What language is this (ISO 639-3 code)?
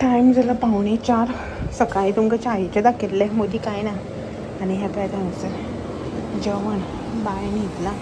kok